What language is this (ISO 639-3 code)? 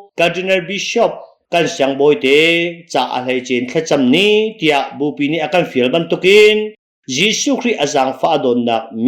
cnh